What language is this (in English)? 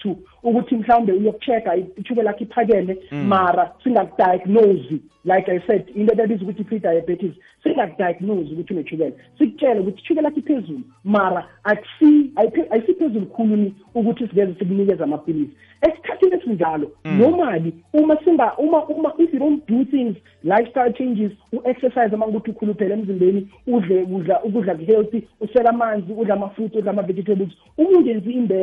South Ndebele